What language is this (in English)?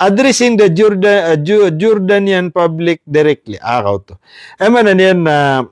Maranao